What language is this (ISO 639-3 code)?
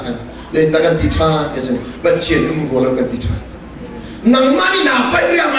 cnh